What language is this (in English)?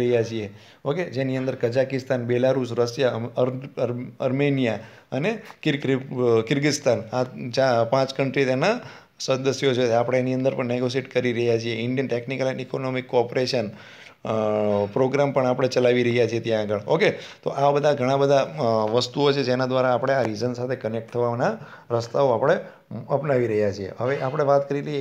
Gujarati